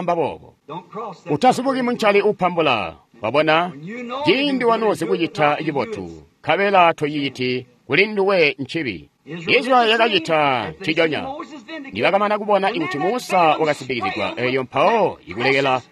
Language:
Tonga (Zambia)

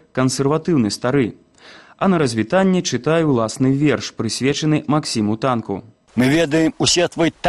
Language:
Belarusian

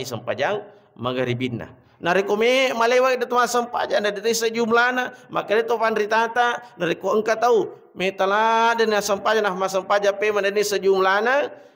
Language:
Buginese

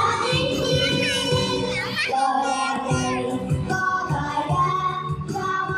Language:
Vietnamese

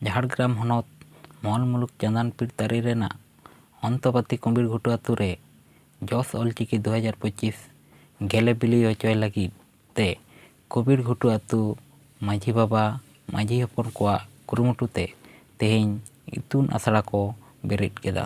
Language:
Santali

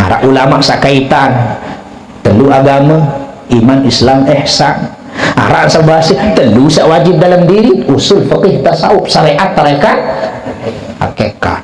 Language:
Sasak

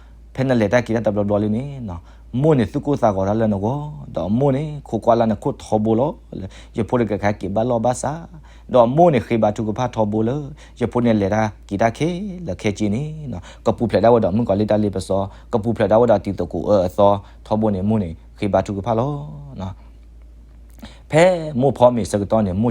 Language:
S'gaw Karen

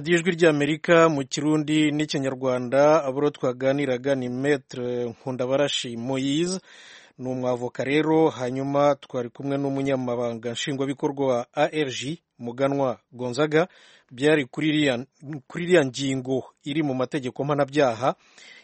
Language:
Kinyarwanda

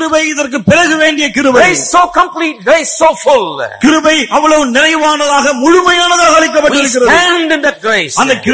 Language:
Tamil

